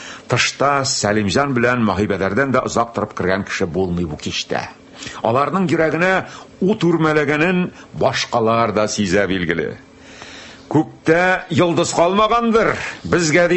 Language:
Tatar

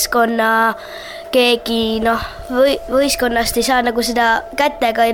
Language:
Estonian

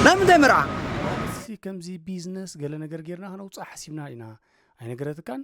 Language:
Tigrinya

